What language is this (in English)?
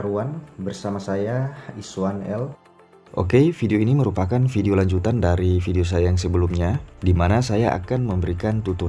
Indonesian